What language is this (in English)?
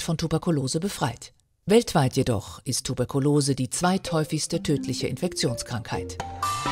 German